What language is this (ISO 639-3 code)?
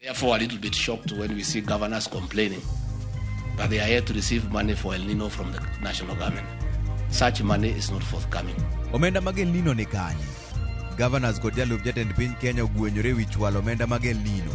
luo